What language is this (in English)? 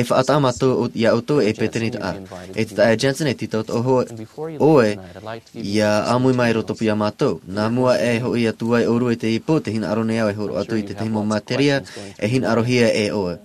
Tahitian